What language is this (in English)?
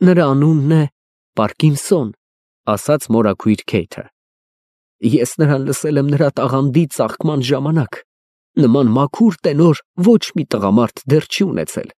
Armenian